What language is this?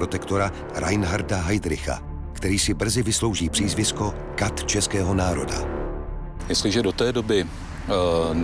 Czech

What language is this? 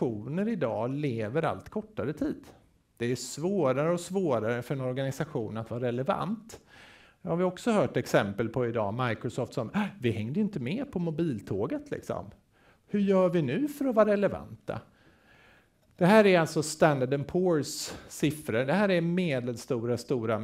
Swedish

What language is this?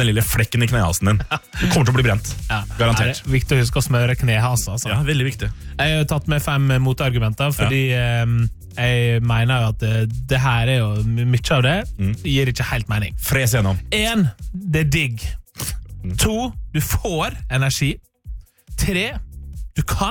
Norwegian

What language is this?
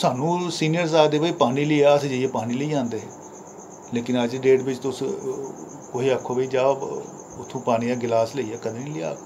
Dogri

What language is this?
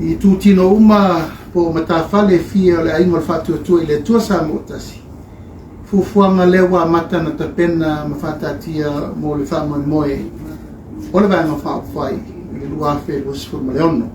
Samoan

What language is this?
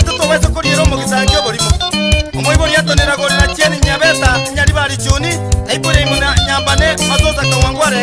Gusii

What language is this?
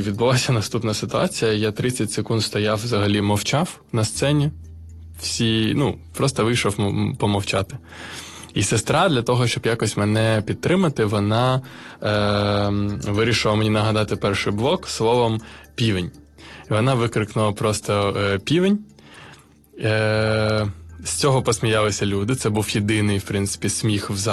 Ukrainian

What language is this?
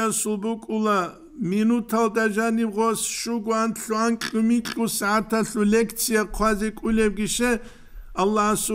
Avaric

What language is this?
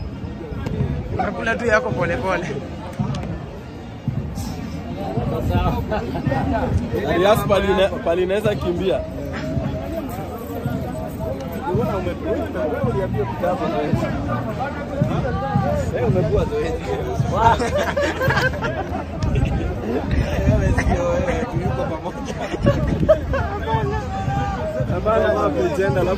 Swahili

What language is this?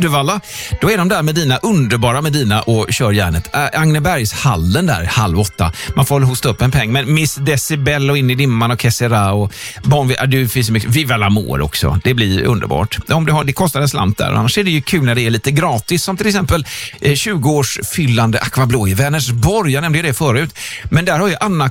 Swedish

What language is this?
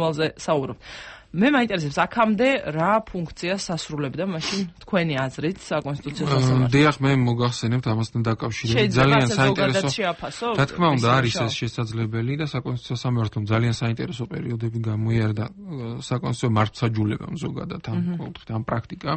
Georgian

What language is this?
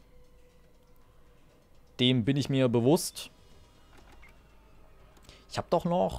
German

